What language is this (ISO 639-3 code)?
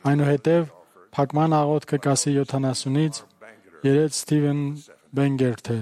hye